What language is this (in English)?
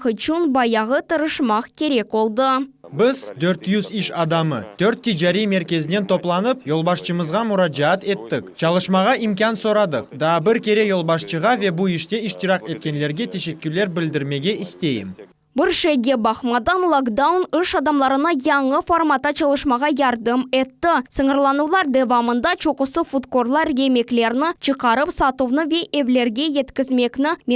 Crimean Tatar